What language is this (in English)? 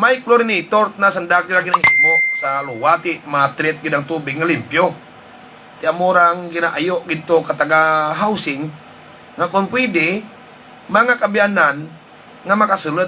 Hiligaynon